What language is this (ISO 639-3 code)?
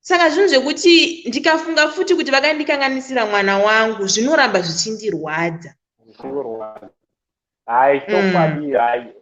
sna